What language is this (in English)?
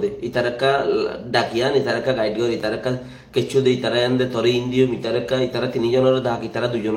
Rohingya